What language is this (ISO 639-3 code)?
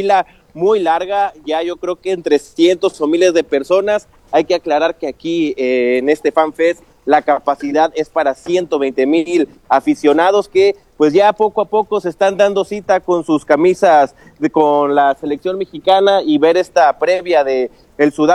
spa